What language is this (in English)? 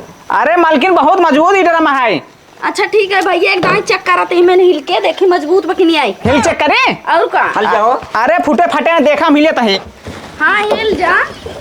Awadhi